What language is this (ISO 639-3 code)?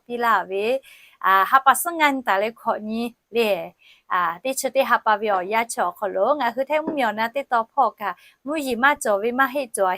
lhu